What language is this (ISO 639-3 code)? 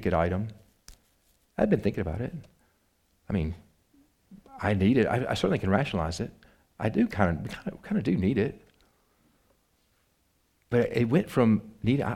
eng